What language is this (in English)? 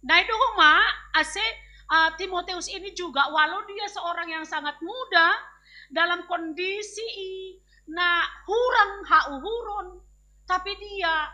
Batak Simalungun